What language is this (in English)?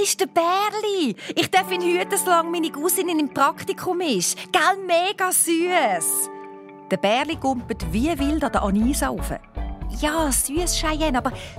Swiss German